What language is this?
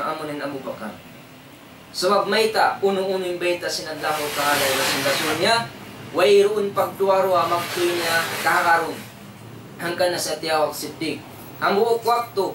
Tausug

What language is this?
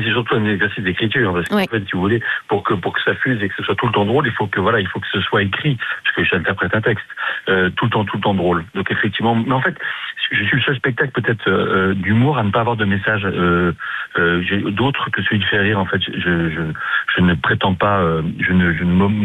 French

